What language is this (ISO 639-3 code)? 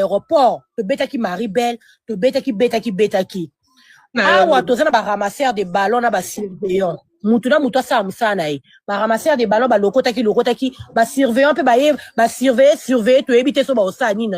lin